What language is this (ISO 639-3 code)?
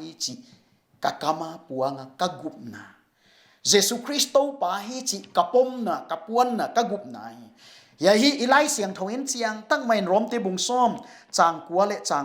pck